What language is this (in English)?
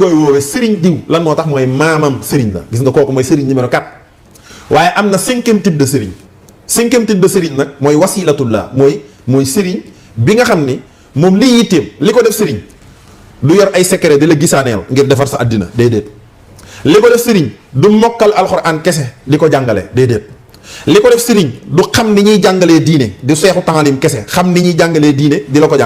Wolof